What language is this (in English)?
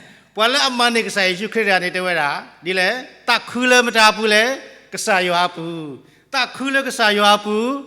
S'gaw Karen